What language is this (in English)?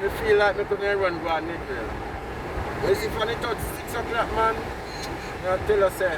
Jamaican Creole English